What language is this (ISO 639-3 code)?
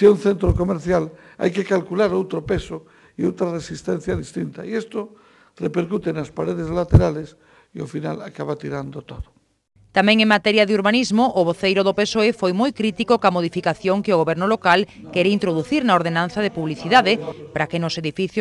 glg